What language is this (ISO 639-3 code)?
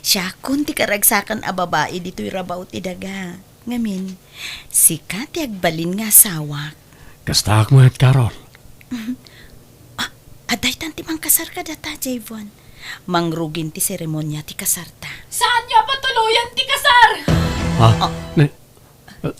ilo